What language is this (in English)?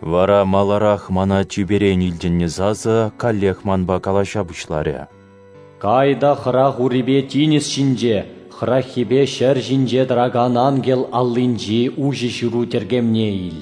Chuvash